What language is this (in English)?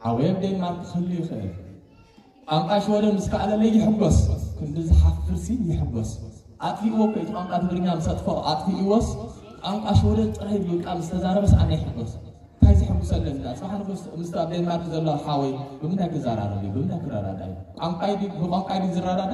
Tigrinya